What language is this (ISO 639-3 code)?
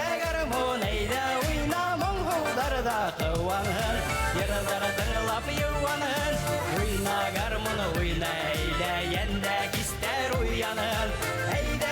bak